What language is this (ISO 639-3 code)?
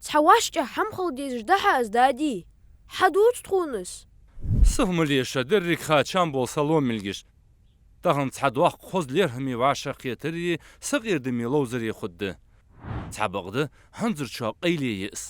inh